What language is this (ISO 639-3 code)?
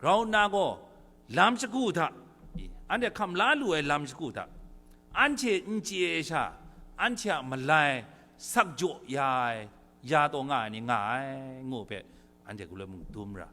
kac